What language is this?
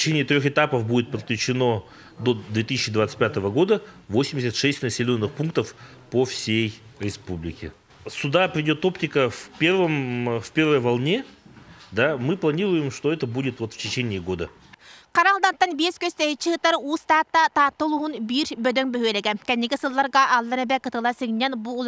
Yakut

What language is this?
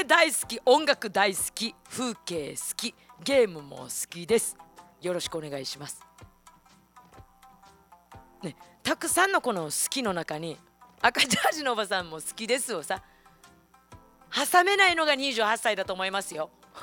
Japanese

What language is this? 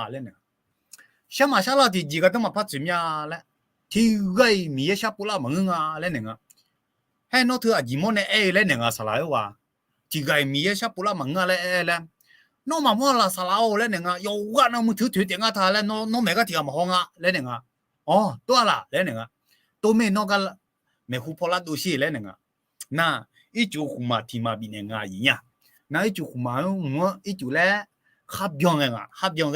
Akha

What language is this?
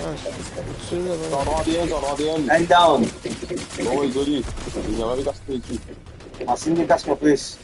Morisyen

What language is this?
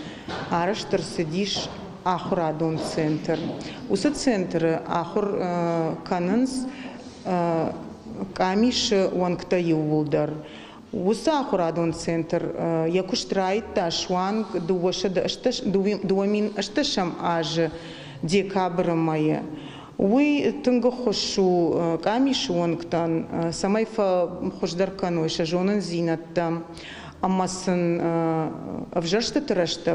Ossetic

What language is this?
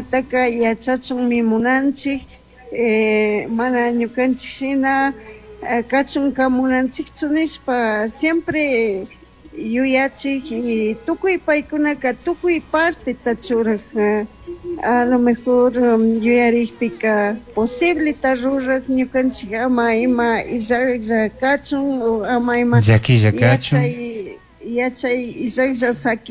Chimborazo Highland Quichua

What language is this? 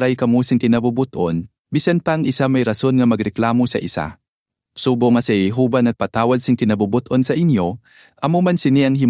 Hiligaynon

